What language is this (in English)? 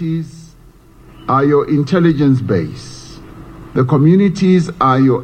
Northern Sotho